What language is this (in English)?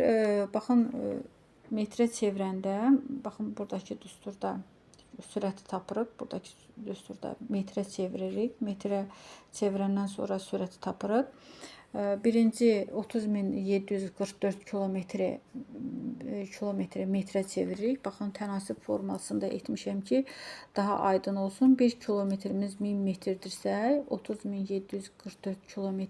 Azerbaijani